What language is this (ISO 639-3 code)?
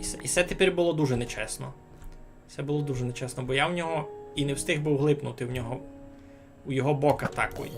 rue